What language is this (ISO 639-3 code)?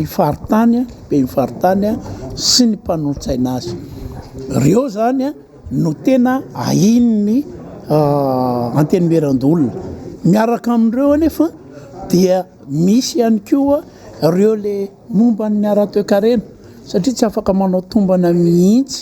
mlg